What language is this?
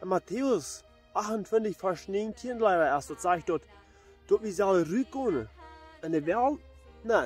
Plautdietsch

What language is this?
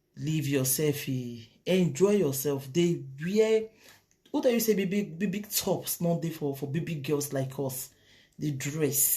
Nigerian Pidgin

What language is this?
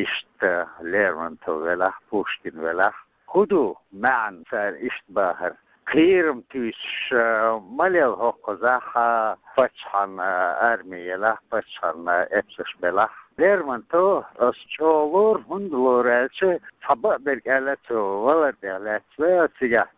Chechen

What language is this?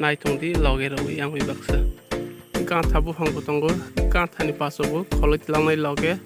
Kok Borok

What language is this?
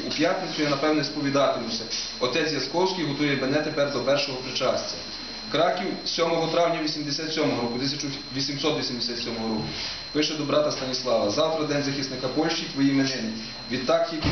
Ukrainian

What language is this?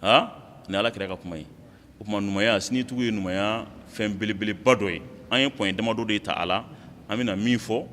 Bambara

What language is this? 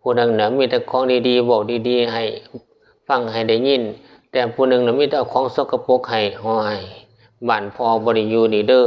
Northeastern Thai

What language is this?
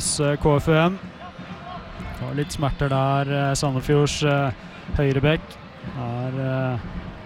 Norwegian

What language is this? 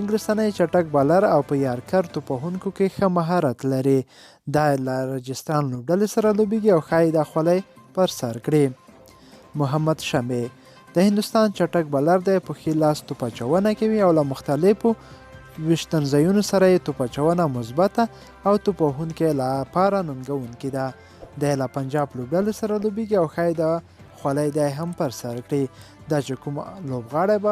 Pashto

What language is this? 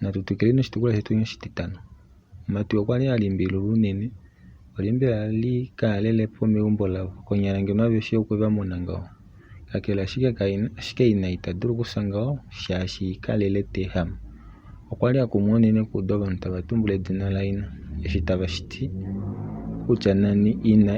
Kuanyama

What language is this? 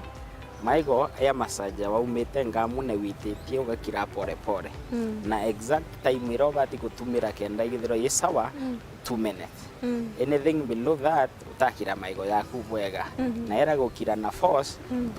Meru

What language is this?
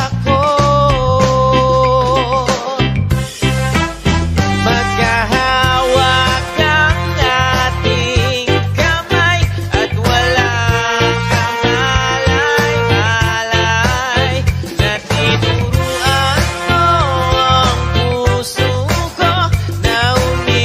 Filipino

